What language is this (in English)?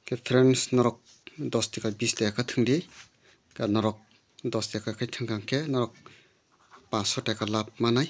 Kok Borok